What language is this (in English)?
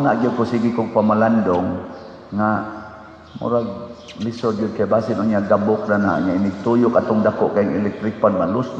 Cebuano